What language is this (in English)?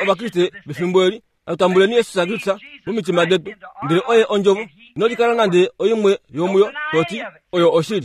Kuanyama